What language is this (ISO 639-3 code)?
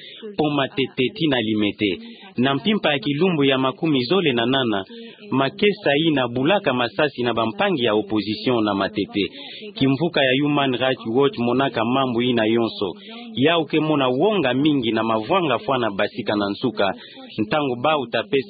ktu